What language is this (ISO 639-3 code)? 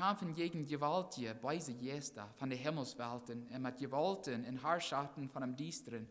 pdt